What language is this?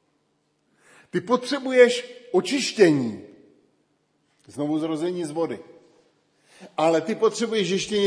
Czech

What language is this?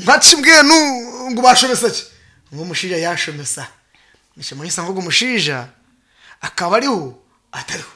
Nyankole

